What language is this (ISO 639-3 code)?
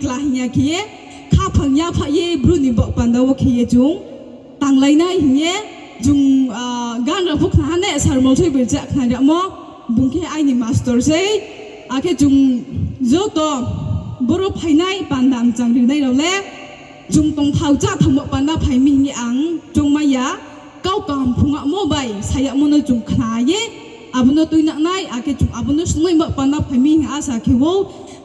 ria